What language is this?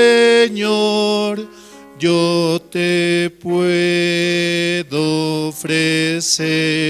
Aymara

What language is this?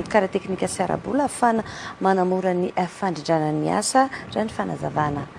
Malagasy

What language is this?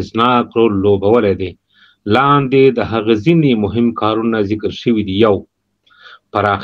Pashto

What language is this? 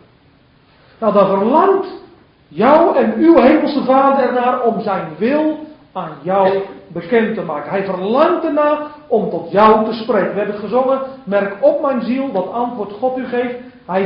Dutch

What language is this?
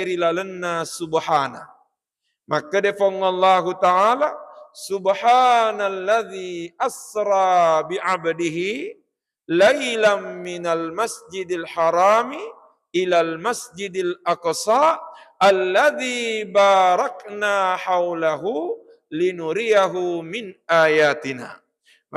Buginese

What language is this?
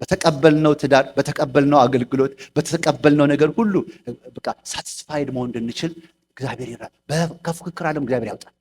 Amharic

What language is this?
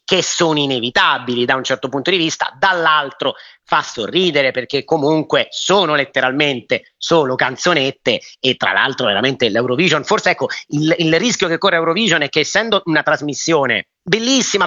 Italian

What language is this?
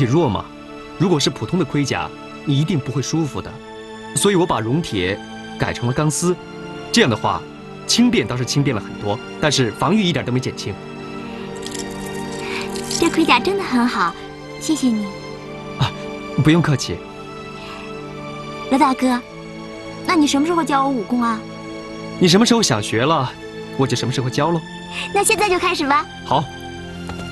Chinese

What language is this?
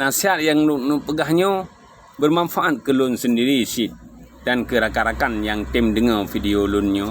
Achinese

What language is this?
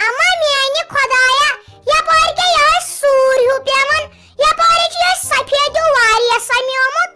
Kashmiri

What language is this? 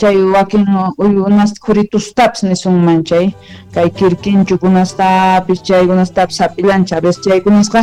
Quechua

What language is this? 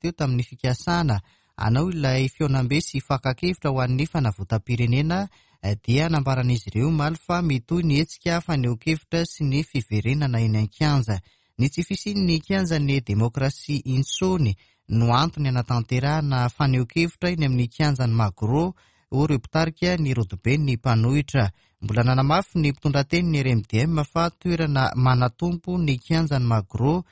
Malagasy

